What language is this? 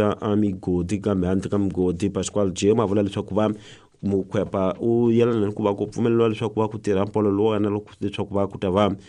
Tsonga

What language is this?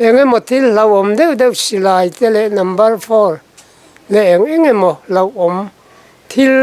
Mizo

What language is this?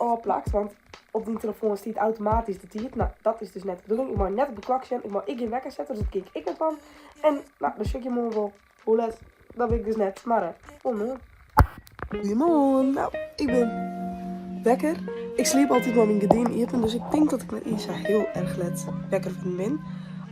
Western Frisian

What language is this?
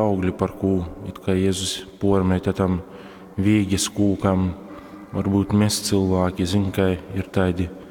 Latgalian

